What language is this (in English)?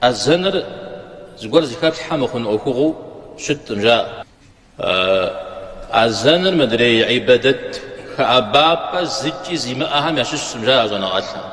Kabardian